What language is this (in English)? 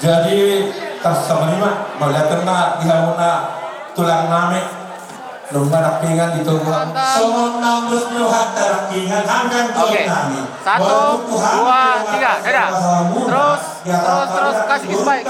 Batak Toba